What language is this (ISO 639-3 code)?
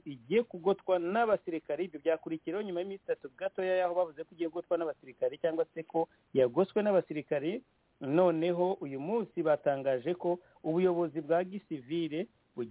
kin